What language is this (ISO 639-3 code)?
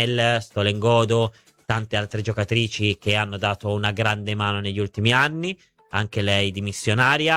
ita